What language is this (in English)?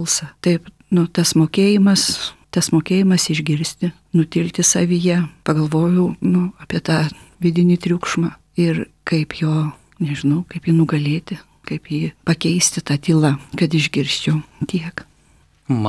Lithuanian